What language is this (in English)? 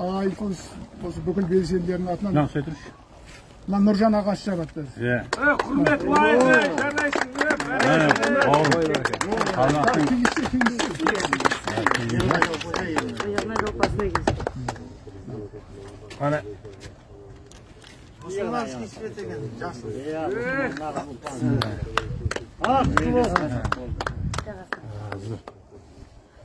Kazakh